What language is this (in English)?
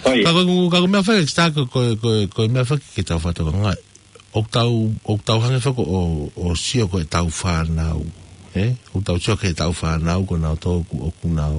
Tongan